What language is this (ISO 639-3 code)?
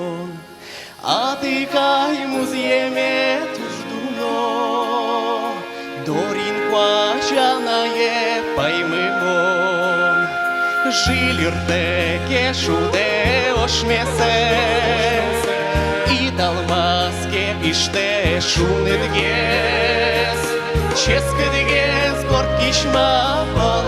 udm